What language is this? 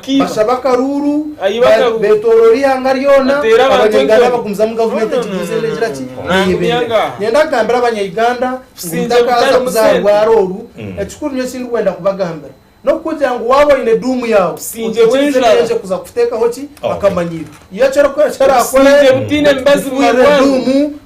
Nyankole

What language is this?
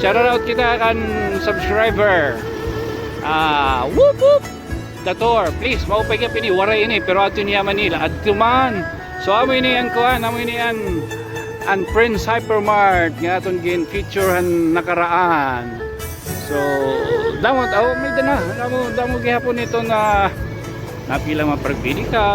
Waray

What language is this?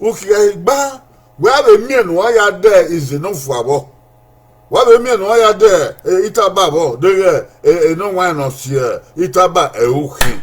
Bini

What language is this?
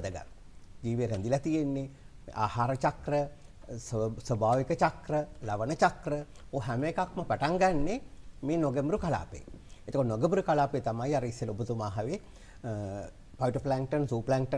Sinhala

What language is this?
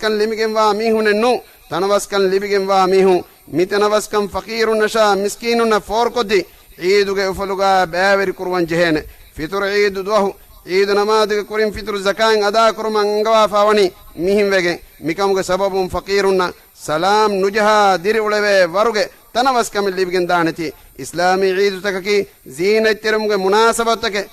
Divehi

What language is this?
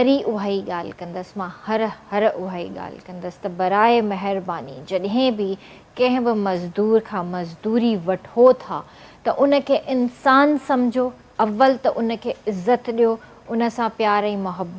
Sindhi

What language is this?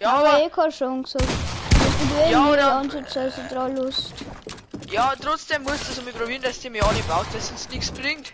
Bavarian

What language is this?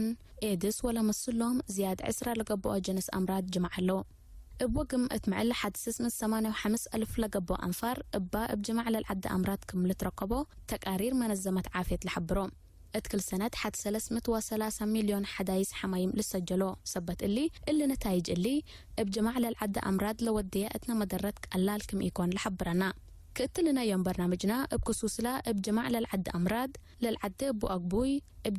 Tigre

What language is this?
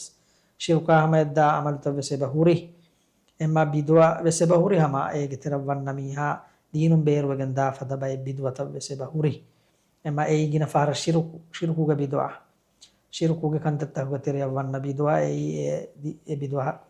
Divehi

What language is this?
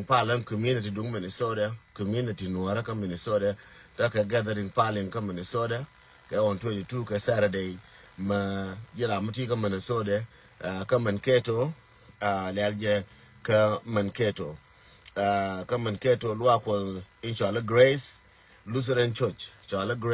Nuer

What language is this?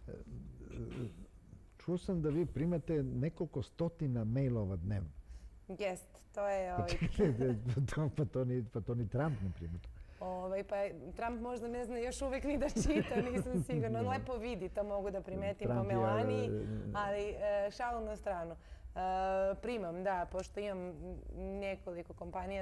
Serbian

